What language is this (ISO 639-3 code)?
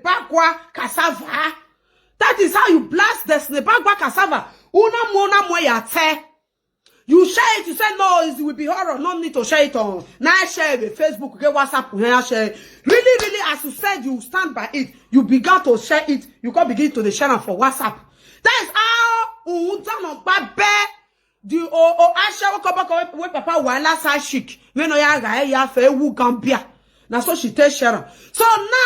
pcm